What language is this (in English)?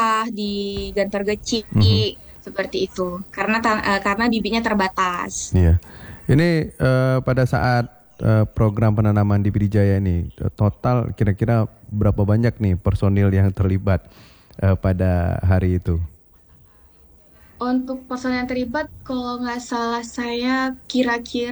Indonesian